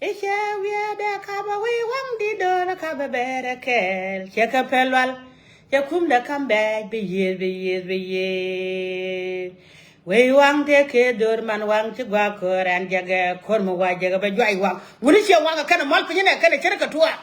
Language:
Nuer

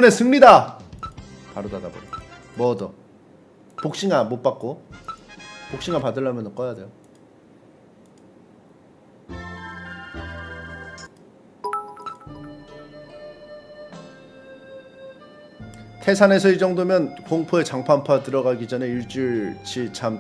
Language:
Korean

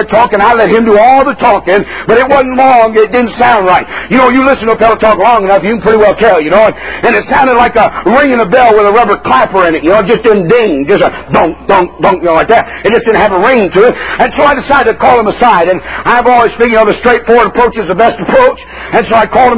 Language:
English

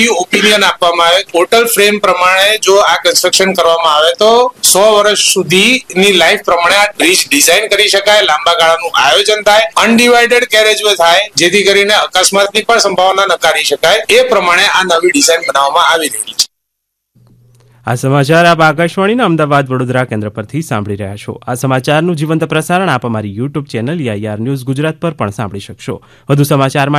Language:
Gujarati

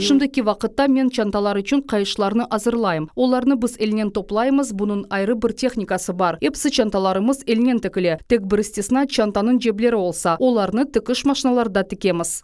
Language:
Crimean Tatar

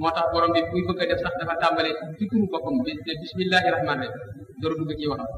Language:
Wolof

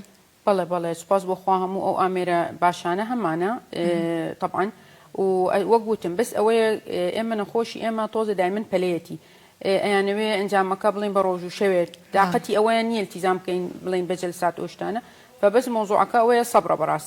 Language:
Central Kurdish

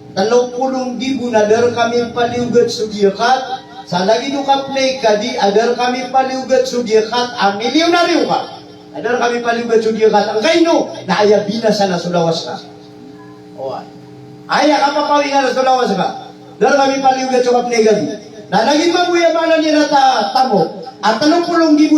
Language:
Maranao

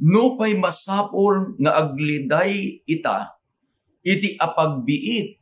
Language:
Iloko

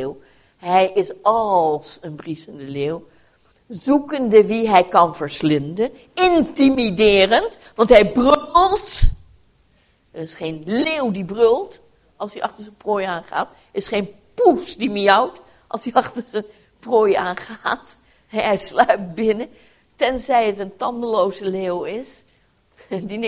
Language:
Dutch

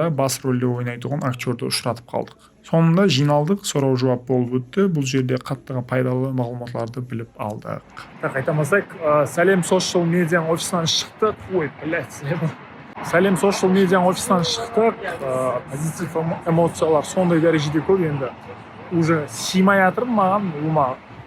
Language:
Kara-Kalpak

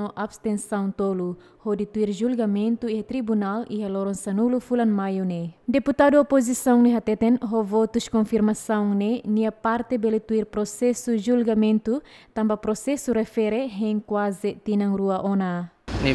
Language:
Tetum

